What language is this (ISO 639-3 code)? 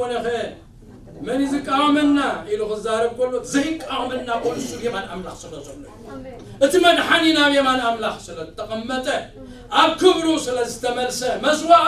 tir